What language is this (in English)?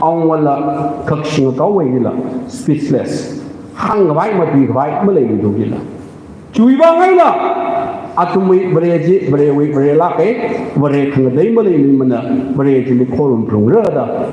Tangkhul Naga (India)